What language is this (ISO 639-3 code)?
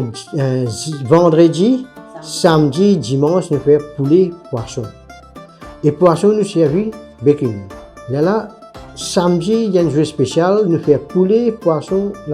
mfe